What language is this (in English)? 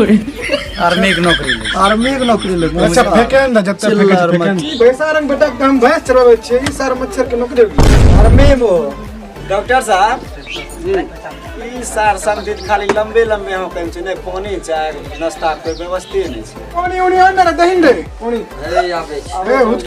Maithili